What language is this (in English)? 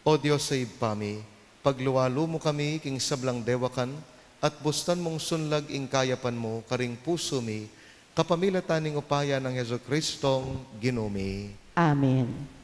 Pampanga